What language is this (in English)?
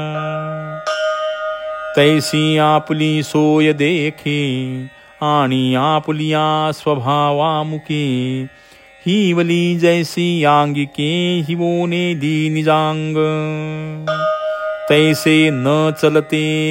Marathi